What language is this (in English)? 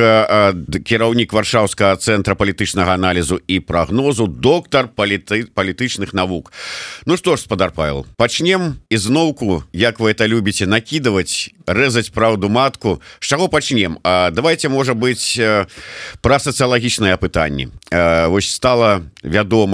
Belarusian